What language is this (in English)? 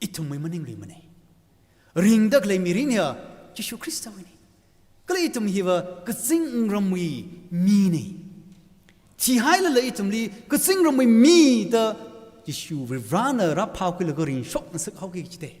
Tangkhul Naga (India)